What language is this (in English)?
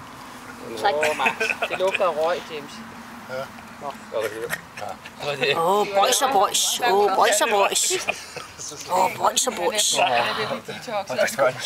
Danish